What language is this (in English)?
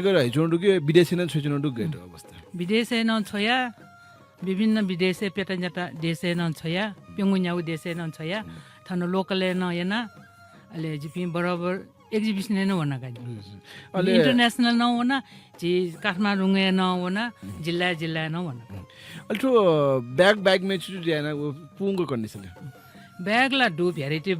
Newari